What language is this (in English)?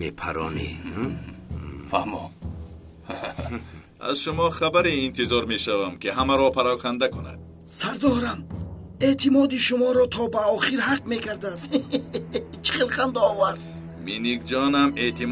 Tajik